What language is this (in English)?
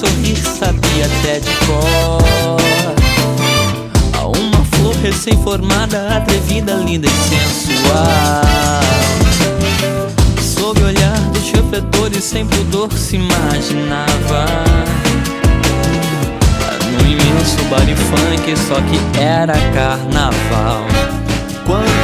Portuguese